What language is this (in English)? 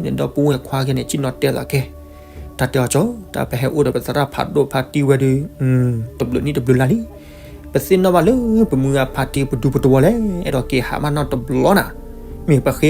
S'gaw Karen